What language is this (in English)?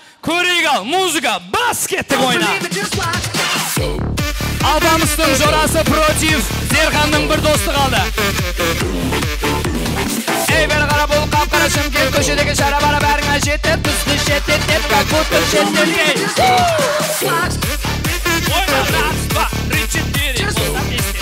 Kazakh